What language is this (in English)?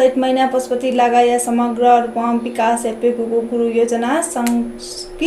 Newari